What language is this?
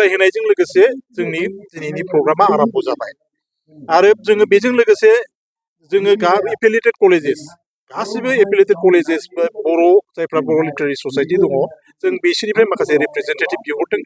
Bodo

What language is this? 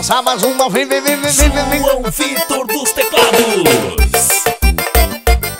Portuguese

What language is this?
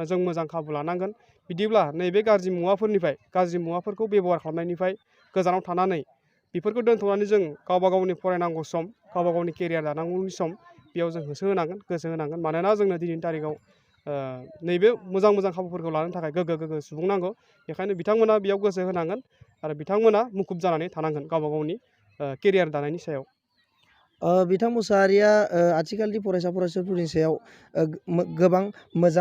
Bodo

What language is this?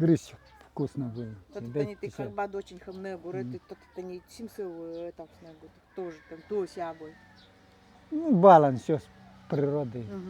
Nanai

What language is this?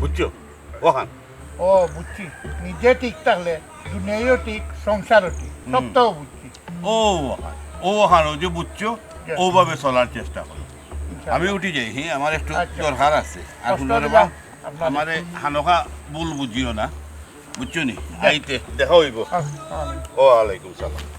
Sylheti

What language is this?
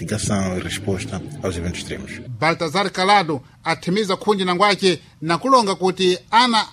Sena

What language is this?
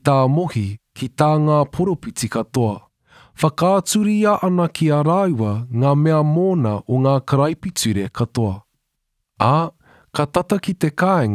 Māori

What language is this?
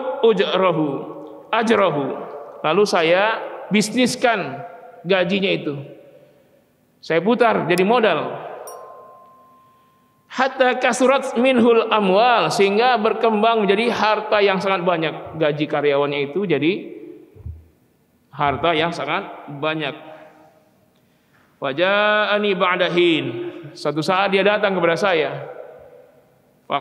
Indonesian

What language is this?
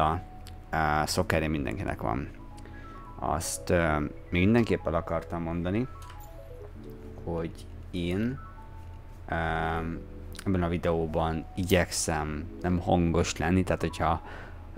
Hungarian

